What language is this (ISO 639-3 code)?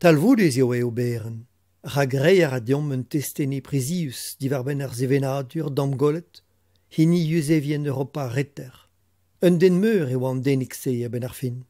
bre